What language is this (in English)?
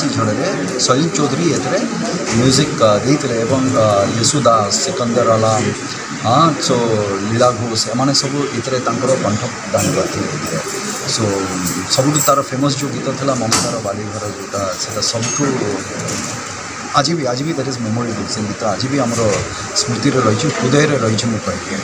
Odia